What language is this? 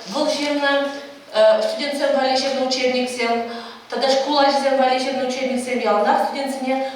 Chuvash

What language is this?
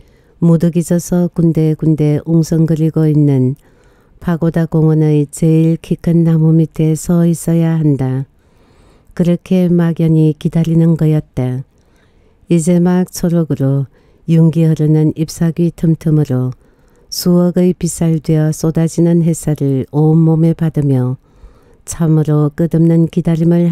Korean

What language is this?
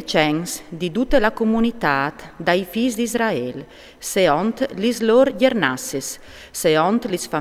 Friulian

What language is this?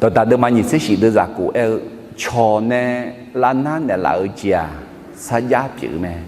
Akha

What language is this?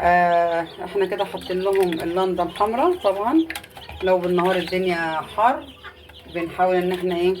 Egyptian Arabic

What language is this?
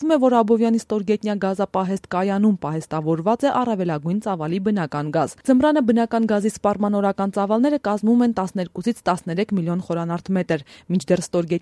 Armenian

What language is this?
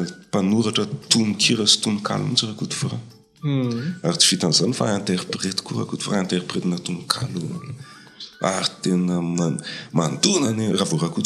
Malagasy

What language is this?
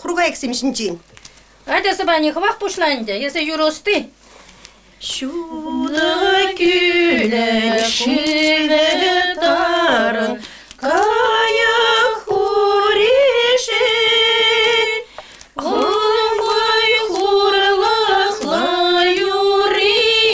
Chuvash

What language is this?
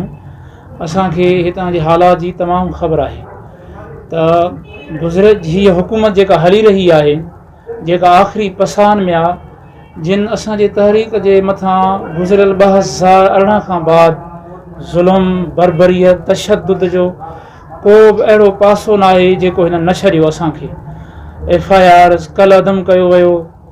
Sindhi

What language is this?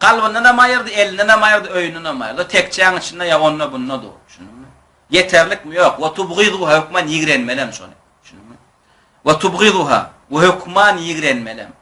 Turkmen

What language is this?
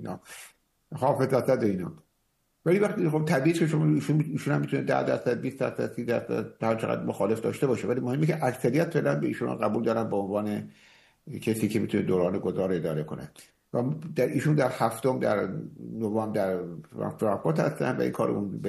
Persian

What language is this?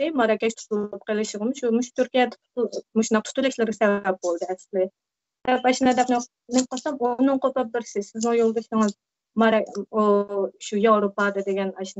Uyghur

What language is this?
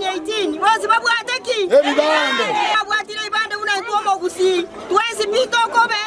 Gusii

